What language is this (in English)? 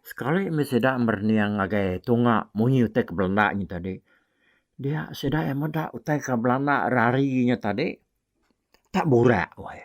Iban